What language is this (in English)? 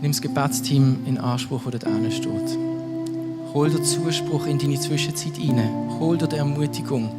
Swiss German